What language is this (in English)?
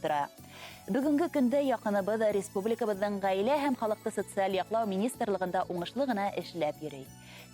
Bashkir